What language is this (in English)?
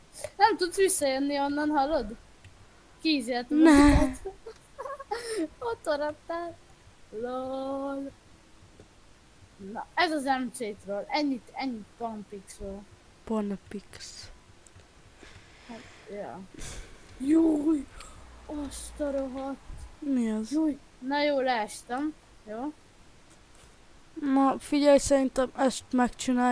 Hungarian